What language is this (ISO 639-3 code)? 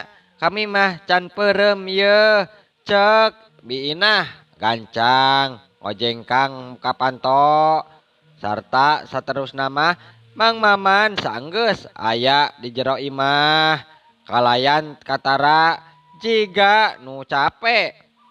sun